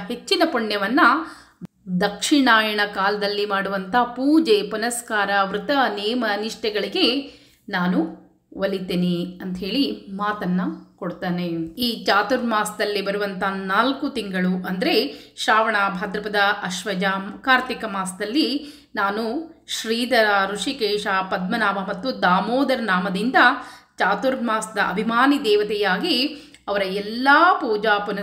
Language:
Kannada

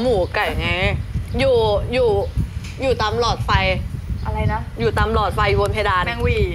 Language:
Thai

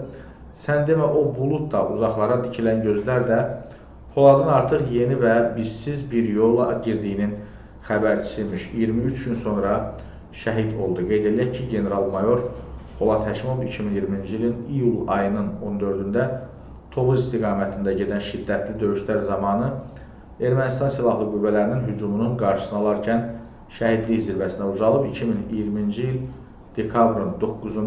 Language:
Azerbaijani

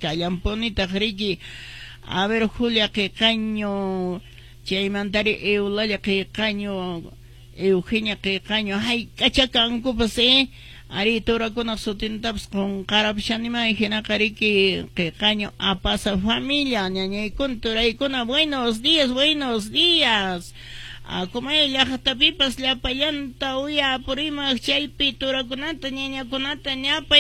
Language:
Quechua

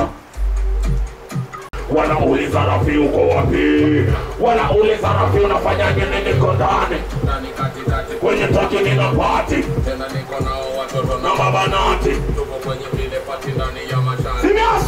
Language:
Swahili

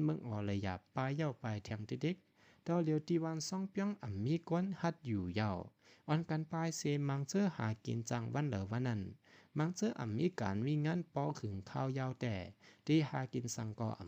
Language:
Shan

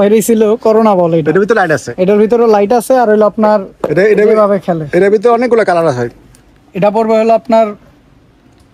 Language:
Bangla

